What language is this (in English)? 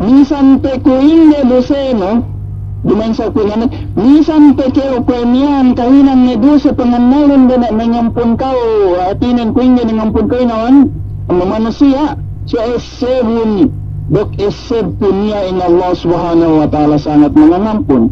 Yakan